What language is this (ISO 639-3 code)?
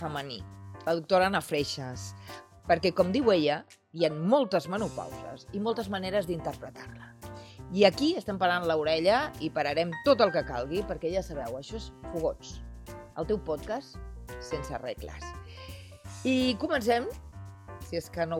cat